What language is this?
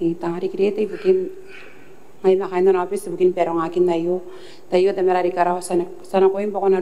Gilbertese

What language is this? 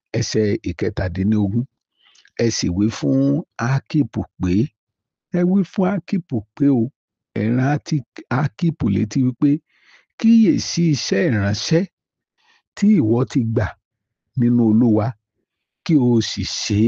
Yoruba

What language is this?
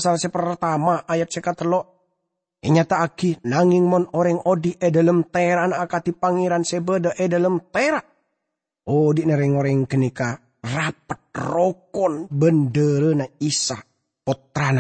Madurese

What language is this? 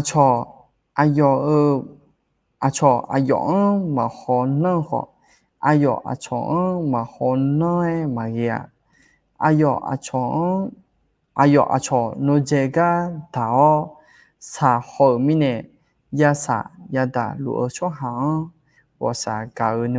Akha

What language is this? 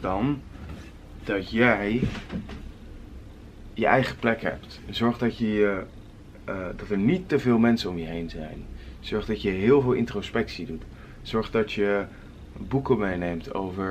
Dutch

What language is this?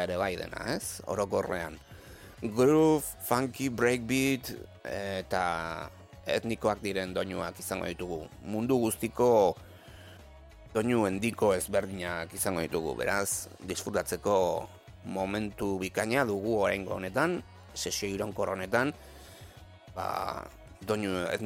Basque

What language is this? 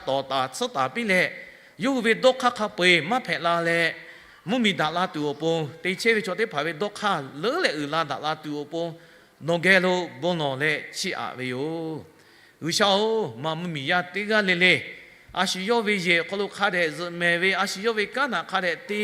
Lahu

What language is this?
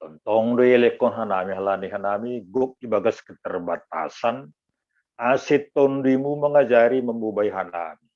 Batak Simalungun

